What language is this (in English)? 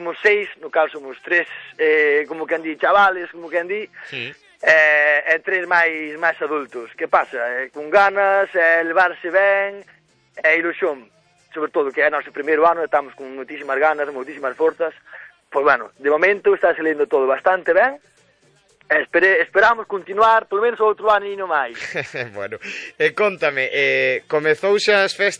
Galician